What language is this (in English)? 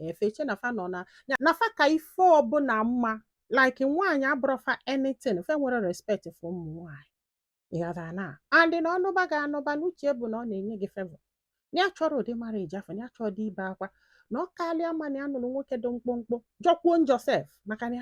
Igbo